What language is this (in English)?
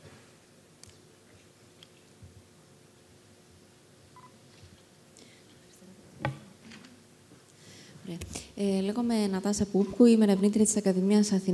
Greek